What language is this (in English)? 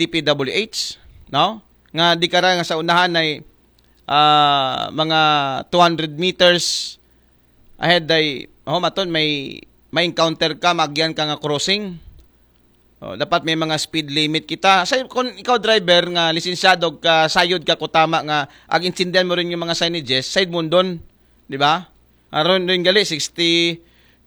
Aklanon